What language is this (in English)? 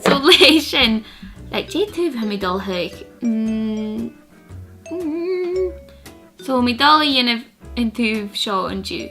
Scottish Gaelic